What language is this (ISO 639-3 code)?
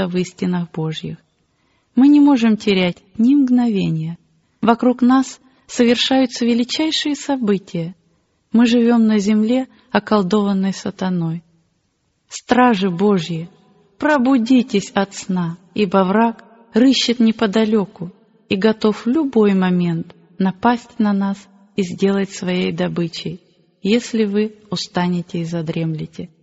rus